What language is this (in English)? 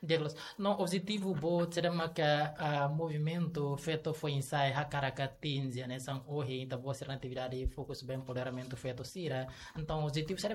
Tetum